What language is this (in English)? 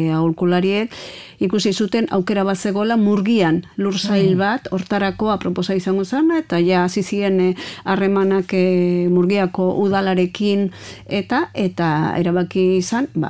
Basque